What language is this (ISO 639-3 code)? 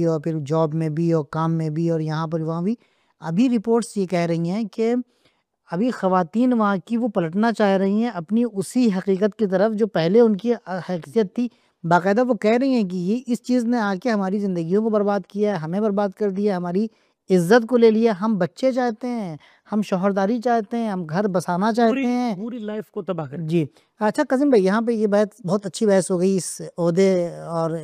urd